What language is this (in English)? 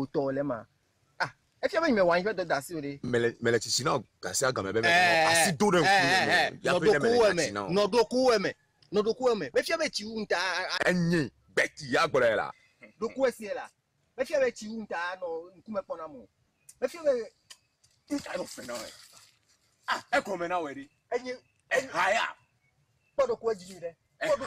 Ewe